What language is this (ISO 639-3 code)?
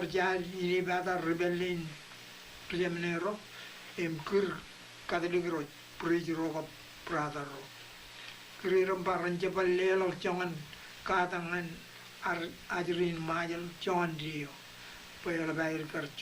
mah